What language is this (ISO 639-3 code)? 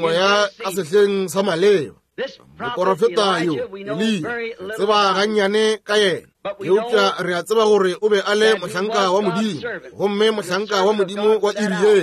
nso